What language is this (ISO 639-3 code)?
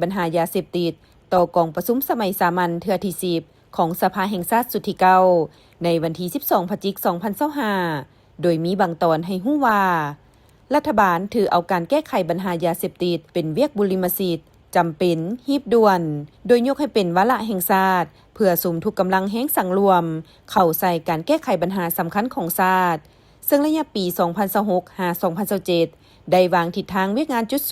lao